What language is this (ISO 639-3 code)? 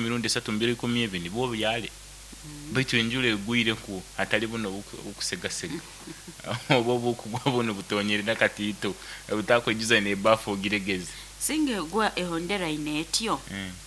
nyo